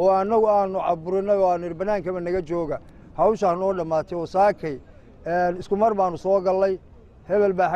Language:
Somali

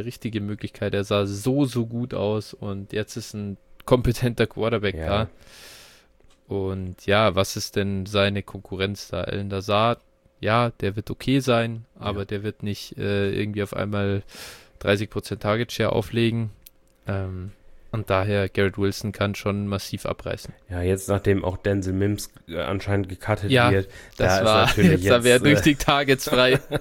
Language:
German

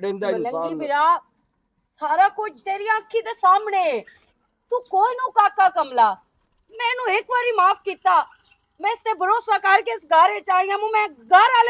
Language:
Western Panjabi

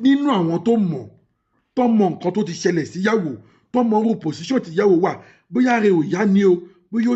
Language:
Yoruba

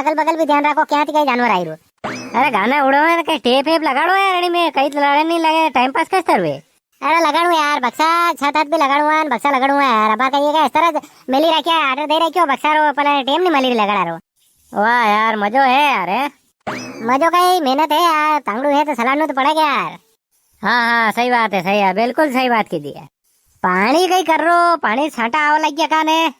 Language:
Rajasthani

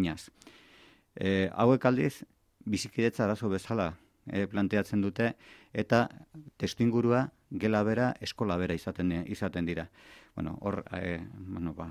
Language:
Basque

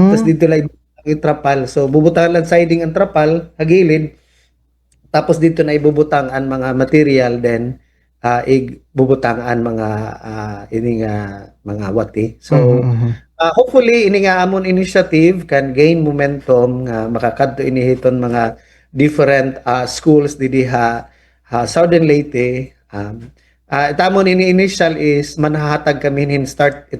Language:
Waray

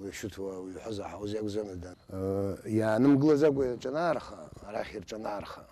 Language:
Abkhazian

